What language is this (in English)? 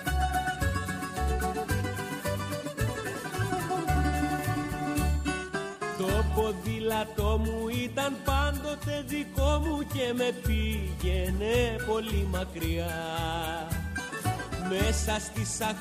Greek